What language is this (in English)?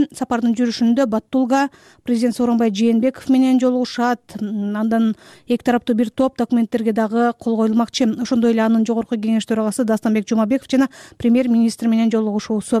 Kyrgyz